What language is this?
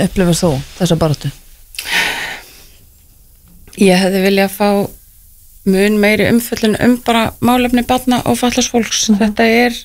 Icelandic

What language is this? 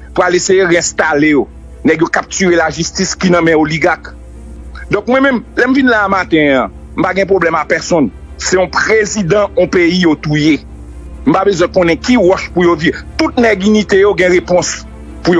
Haitian Creole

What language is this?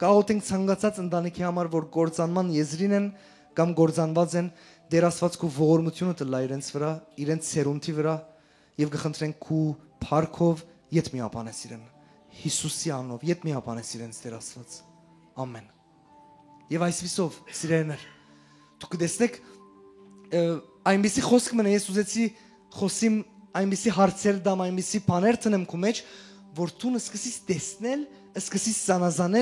Western Armenian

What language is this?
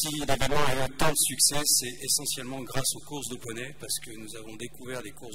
French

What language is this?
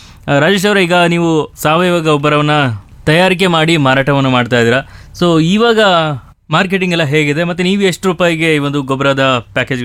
Kannada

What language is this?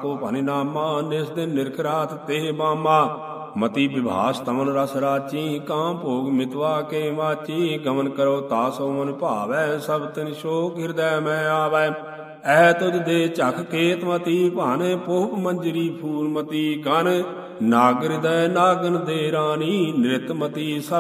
Punjabi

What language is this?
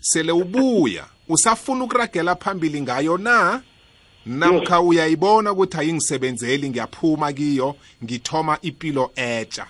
South Ndebele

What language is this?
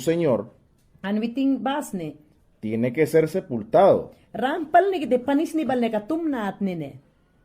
Mayangna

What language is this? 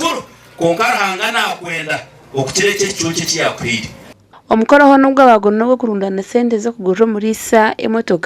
Nyankole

